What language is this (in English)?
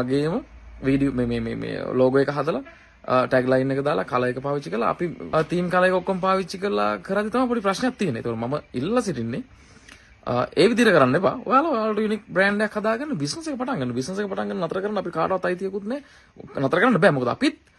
Sinhala